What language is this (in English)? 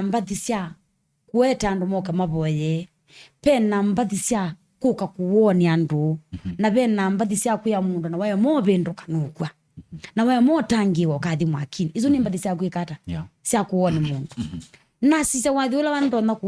Kamba